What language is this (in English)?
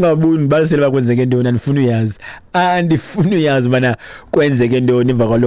Xhosa